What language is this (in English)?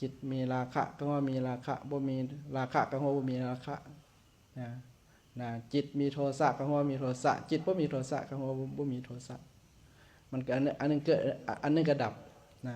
Lao